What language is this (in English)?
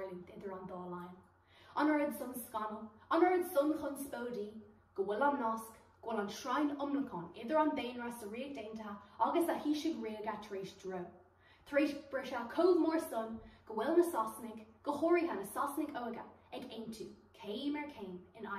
Irish